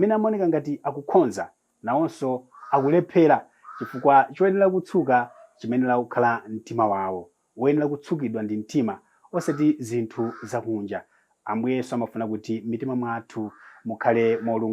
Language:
Nyanja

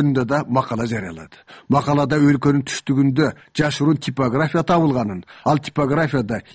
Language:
Kyrgyz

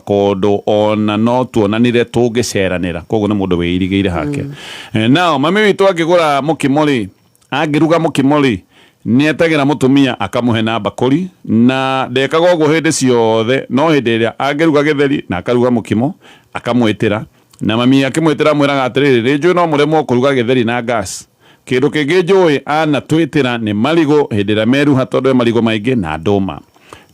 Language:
Kikuyu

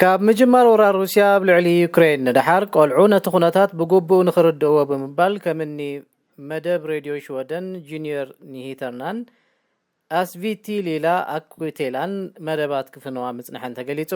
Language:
Tigrinya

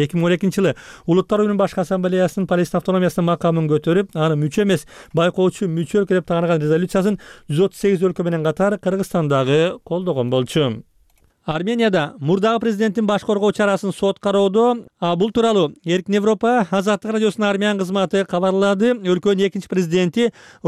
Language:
Kyrgyz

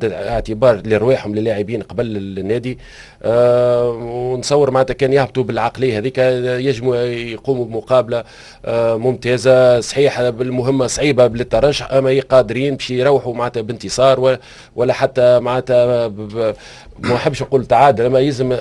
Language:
Tunisian Arabic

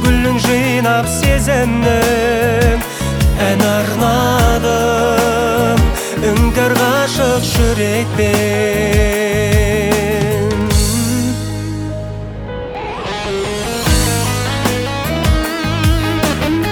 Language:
Kazakh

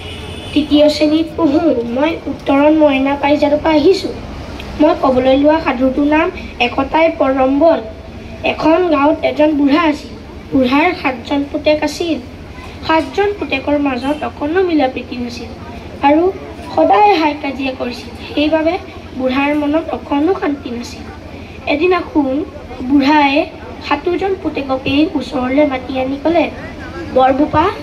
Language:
Assamese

